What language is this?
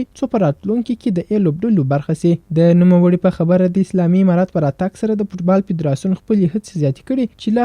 Pashto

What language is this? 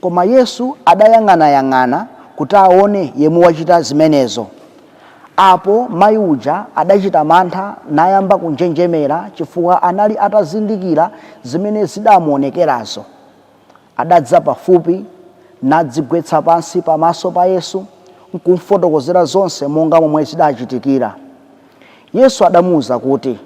Nyanja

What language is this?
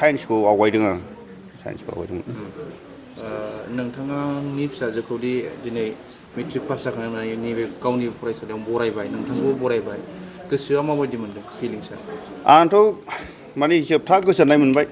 Bodo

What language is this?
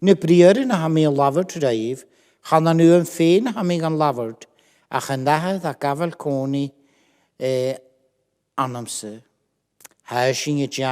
Scottish Gaelic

